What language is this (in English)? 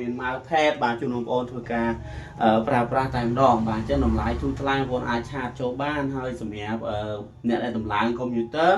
Khmer